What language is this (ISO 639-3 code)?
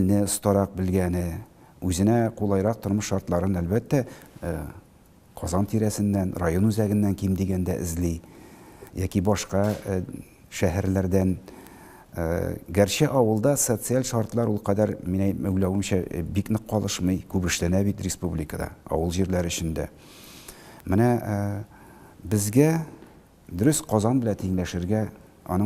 tat